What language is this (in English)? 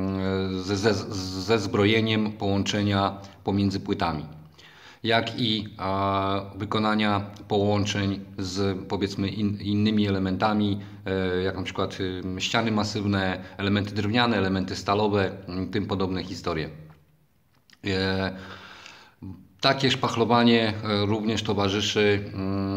Polish